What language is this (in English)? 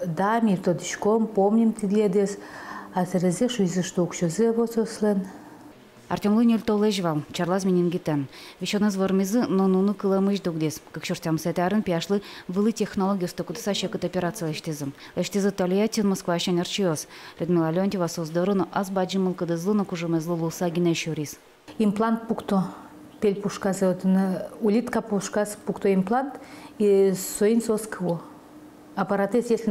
Udmurt